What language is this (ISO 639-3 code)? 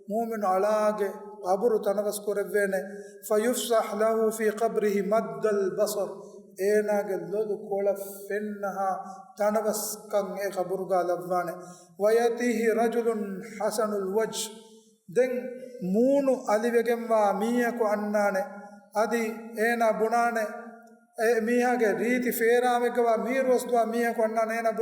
div